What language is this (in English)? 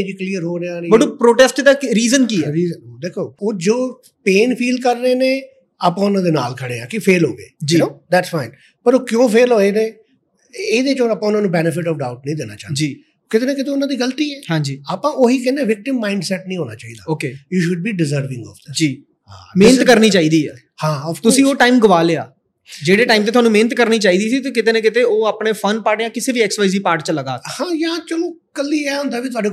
Punjabi